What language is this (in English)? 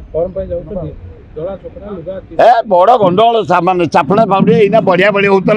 Odia